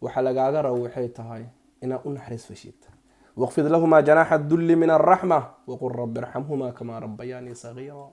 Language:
Somali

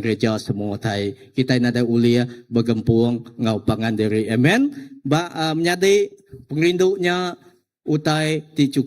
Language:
Iban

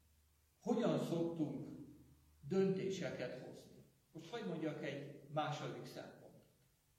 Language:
Hungarian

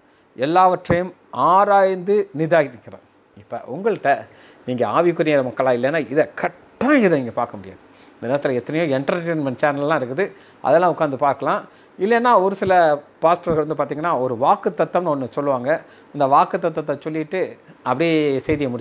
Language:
Tamil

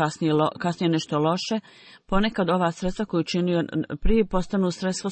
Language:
Bosnian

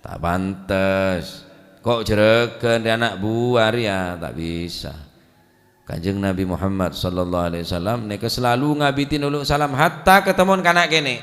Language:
Madurese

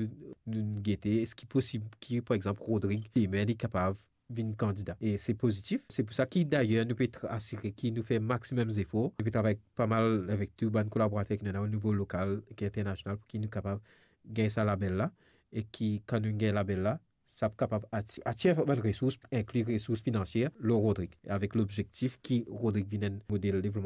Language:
Morisyen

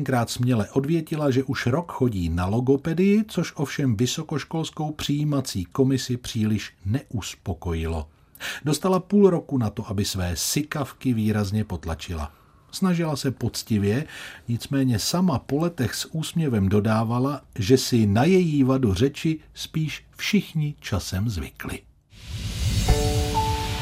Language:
Czech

